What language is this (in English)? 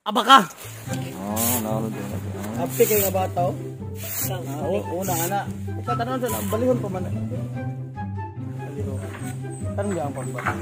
Cebuano